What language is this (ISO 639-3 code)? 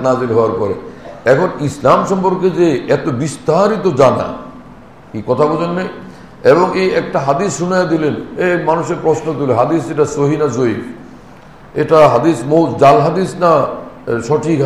ben